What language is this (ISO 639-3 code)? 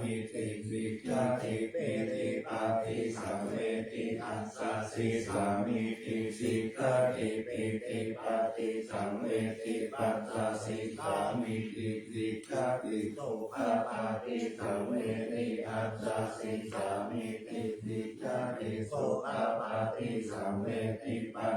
pli